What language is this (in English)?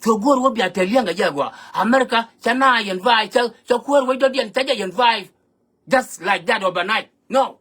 Nuer